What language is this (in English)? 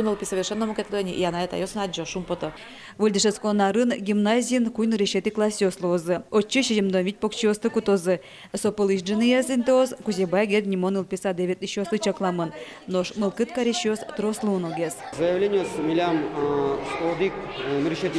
Udmurt